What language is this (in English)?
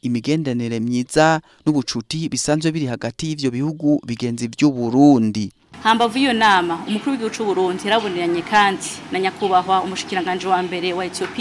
Rundi